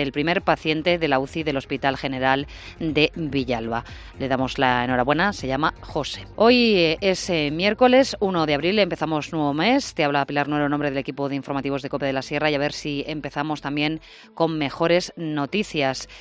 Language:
Spanish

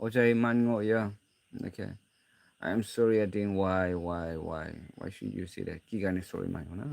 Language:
Naga Pidgin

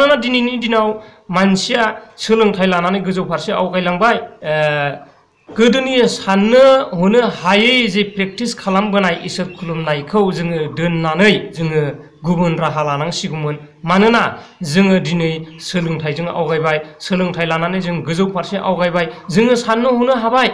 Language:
Bodo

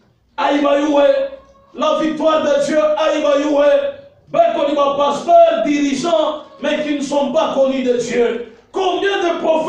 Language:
Swahili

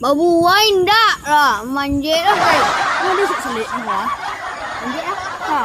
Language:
Minangkabau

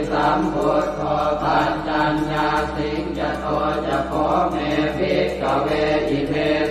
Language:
Pali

